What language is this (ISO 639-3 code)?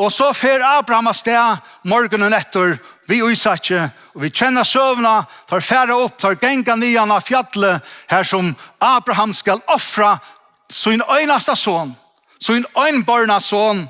fao